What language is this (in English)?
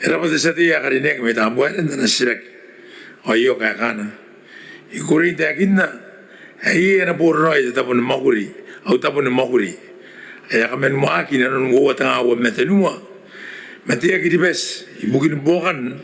Gilbertese